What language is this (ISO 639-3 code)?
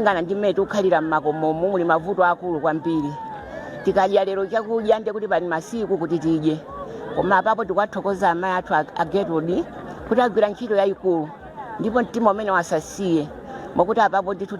nya